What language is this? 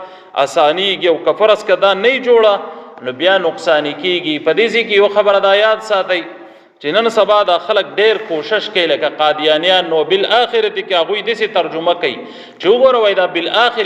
Pashto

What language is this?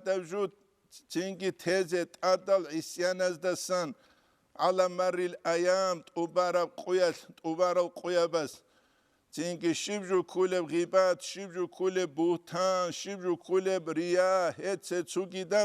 Avaric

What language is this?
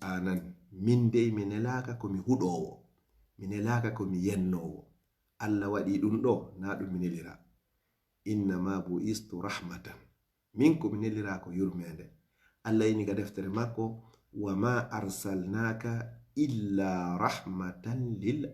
Fula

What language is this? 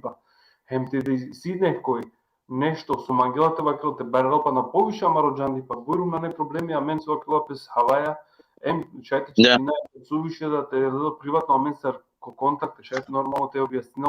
Balkan Romani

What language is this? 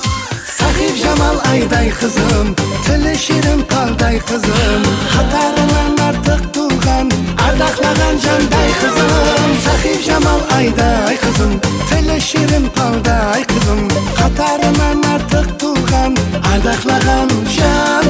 Kara-Kalpak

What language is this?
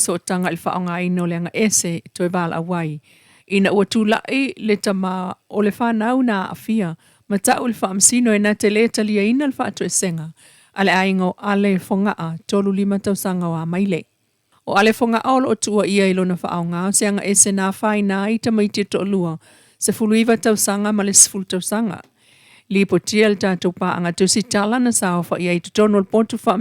Samoan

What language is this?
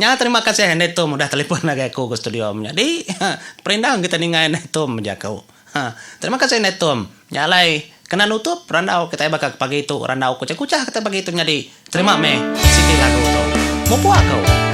Iban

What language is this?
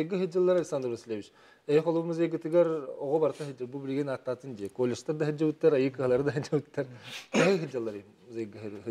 Yakut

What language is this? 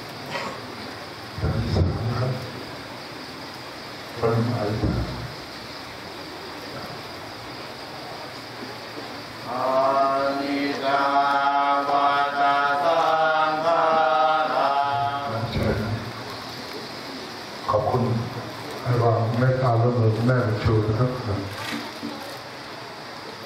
Thai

